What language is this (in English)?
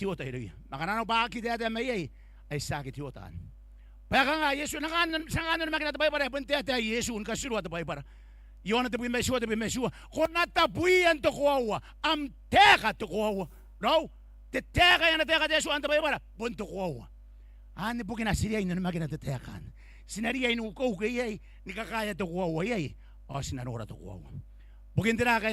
Gilbertese